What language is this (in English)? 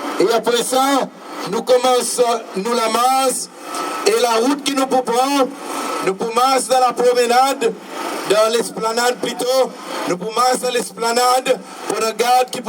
Seselwa Creole French